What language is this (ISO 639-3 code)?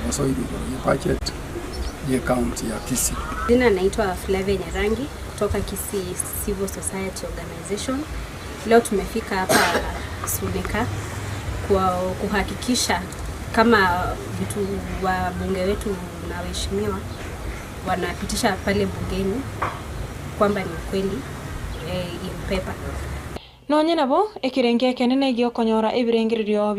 guz